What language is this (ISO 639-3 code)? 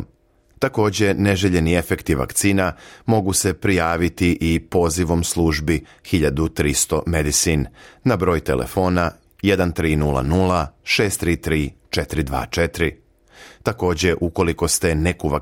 srp